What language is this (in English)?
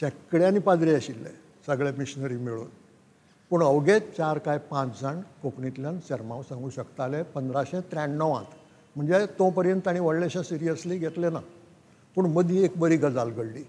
Konkani